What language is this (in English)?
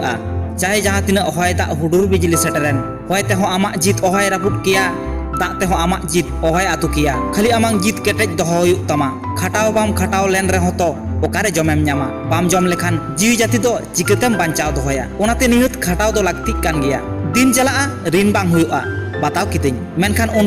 Santali